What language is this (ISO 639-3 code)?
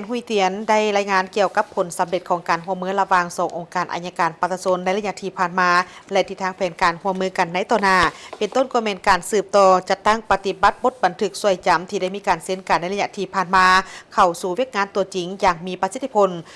lao